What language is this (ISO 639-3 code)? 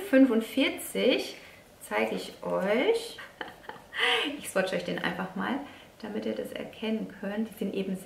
deu